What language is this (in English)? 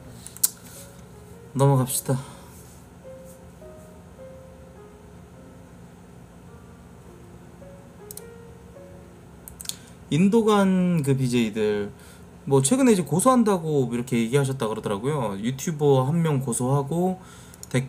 Korean